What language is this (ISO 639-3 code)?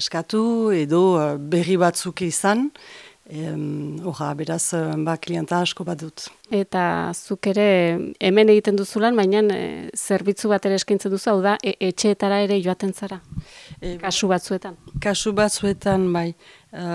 eus